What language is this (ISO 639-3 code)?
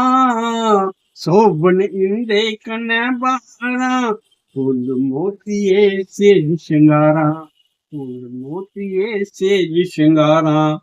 doi